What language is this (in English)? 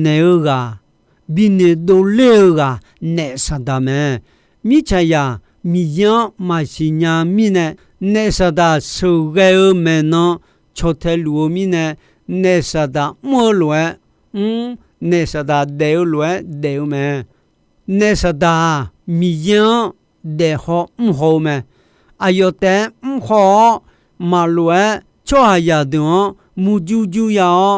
Akha